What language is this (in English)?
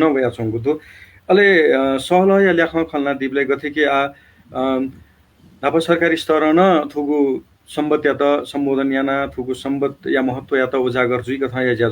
Newari